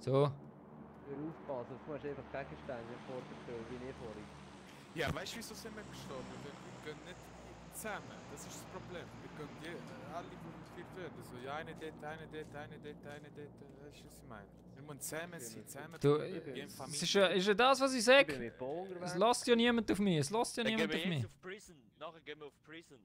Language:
Swiss German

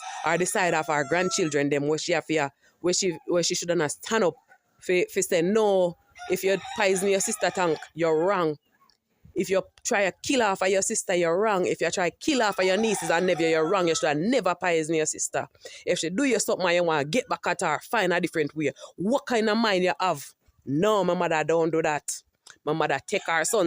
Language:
Jamaican Creole English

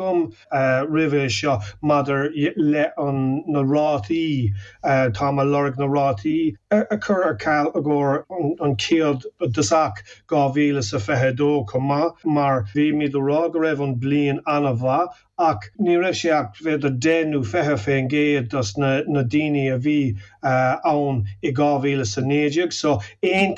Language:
Irish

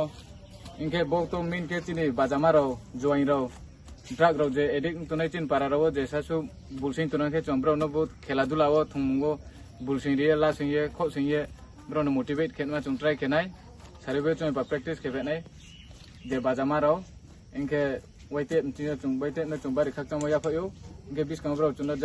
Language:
Riang (India)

